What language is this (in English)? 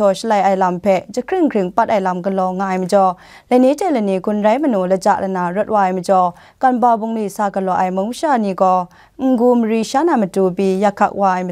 Kachin